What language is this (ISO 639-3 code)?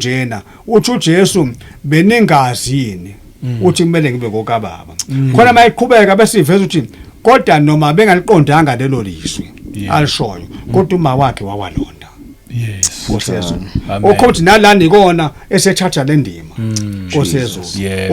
zul